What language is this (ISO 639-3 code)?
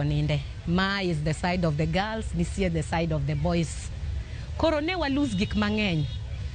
luo